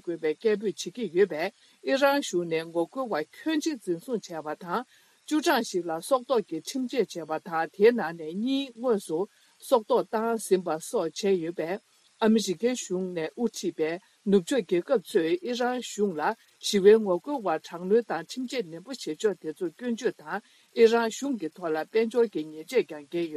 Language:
Tibetan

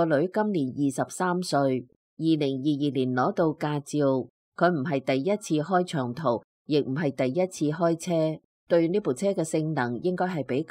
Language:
Cantonese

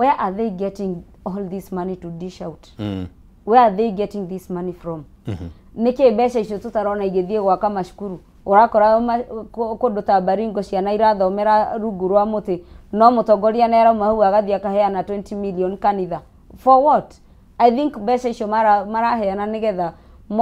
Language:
Kikuyu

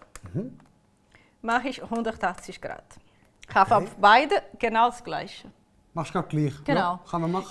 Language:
Swiss German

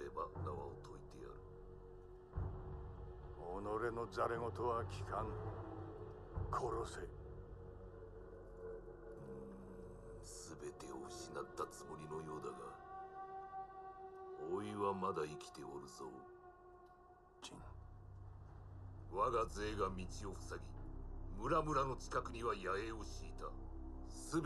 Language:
Japanese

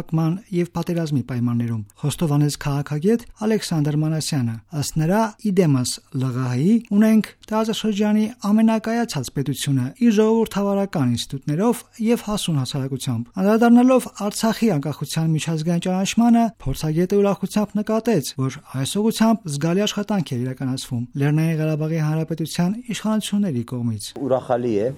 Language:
Armenian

